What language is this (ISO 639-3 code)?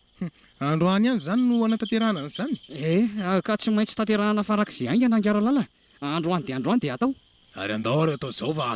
mlg